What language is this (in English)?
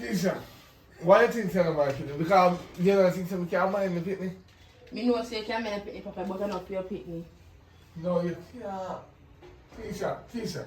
Jamaican Creole English